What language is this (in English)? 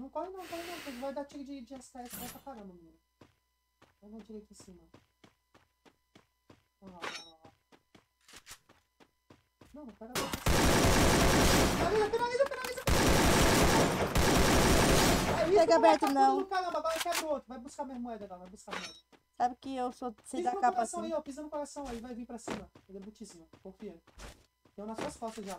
Portuguese